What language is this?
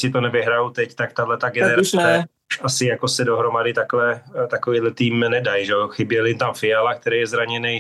Czech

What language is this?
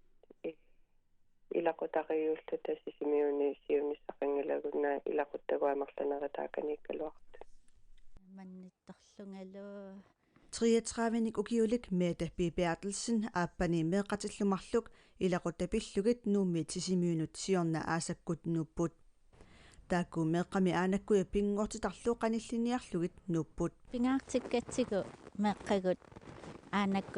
Kalaallisut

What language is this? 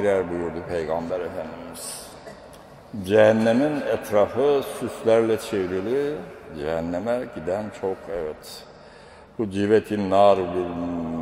Turkish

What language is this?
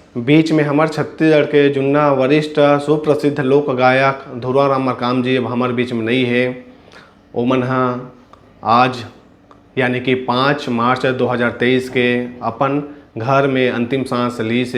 Chhattisgarhi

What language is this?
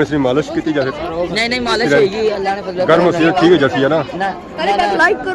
Pahari-Potwari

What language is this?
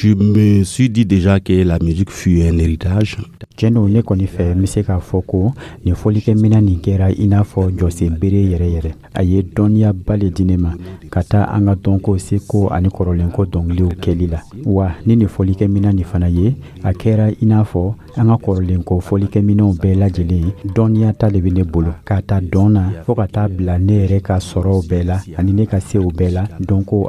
Dyula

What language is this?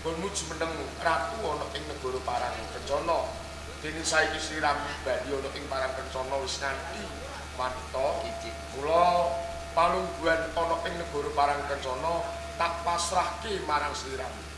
Javanese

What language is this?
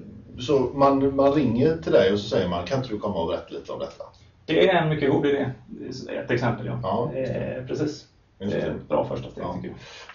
Swedish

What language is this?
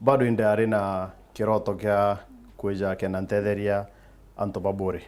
Meru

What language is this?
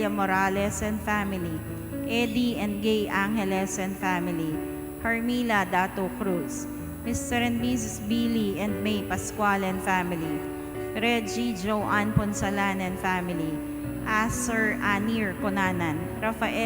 Pampanga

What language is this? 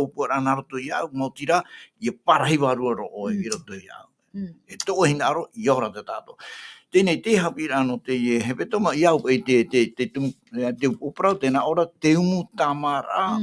Tahitian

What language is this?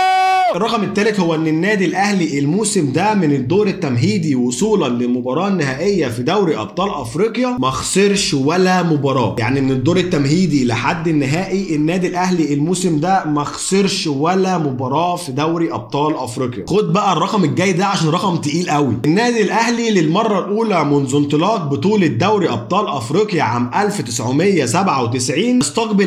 Egyptian Arabic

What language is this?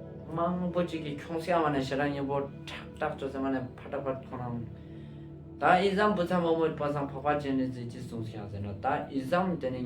Ladakhi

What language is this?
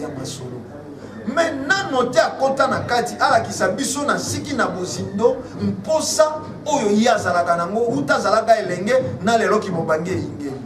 Lingala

